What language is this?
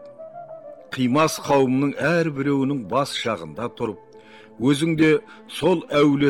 Kazakh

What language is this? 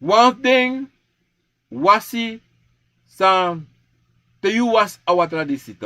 Sranan Tongo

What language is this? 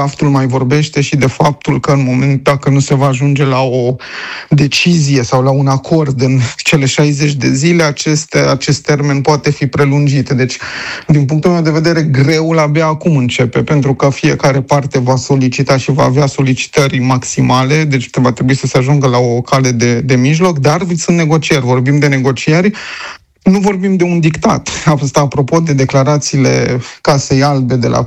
Romanian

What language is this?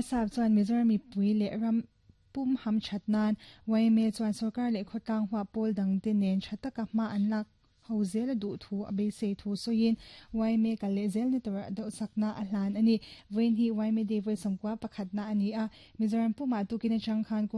Mizo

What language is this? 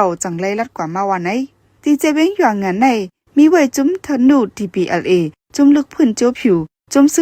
Shan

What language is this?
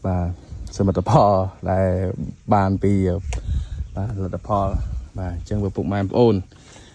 Khmer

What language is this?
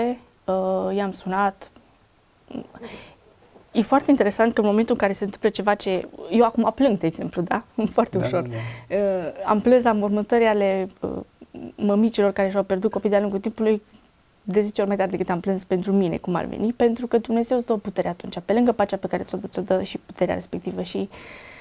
Romanian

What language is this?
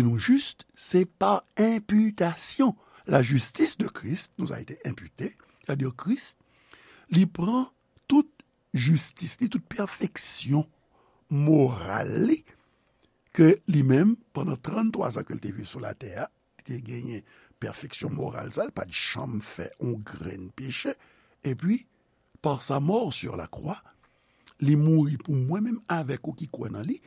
Haitian Creole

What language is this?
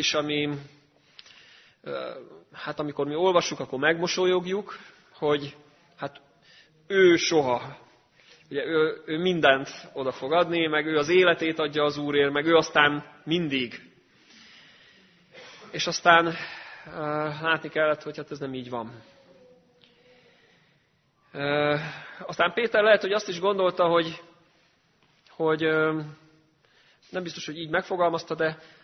Hungarian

